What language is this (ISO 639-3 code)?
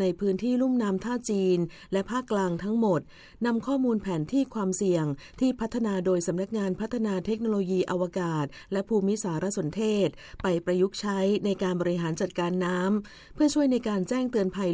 tha